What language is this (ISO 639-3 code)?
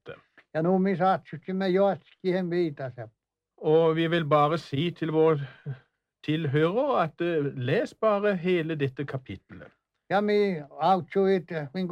nor